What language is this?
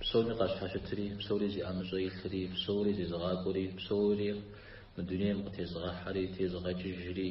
Kabardian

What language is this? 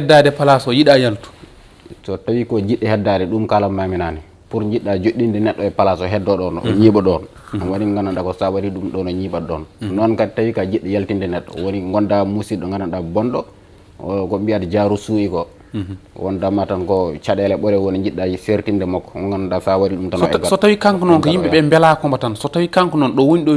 Fula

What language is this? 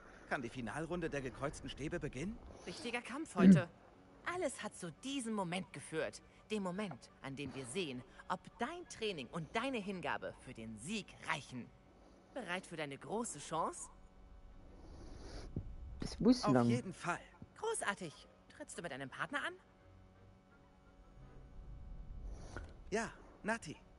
German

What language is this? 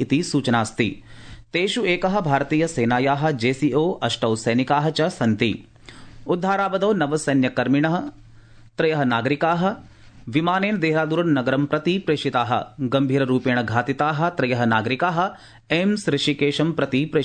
Sanskrit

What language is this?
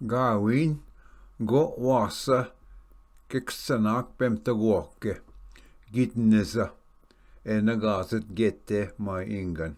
Ojibwa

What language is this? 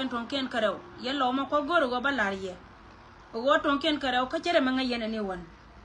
Nuer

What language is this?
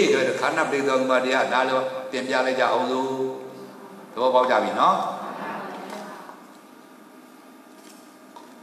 Burmese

